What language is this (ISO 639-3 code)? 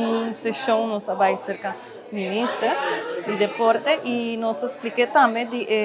pap